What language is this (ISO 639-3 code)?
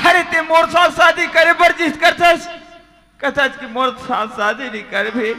hne